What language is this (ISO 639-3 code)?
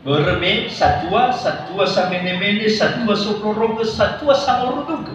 nia